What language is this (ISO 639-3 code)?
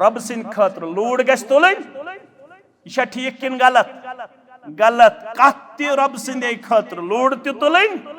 kas